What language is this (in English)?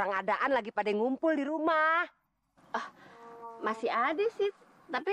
Betawi